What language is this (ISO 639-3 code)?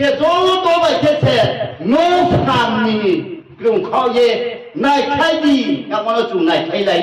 ria